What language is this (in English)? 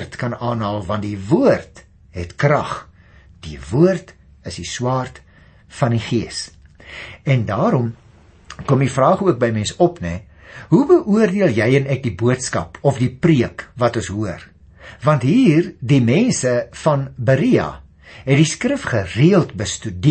Afrikaans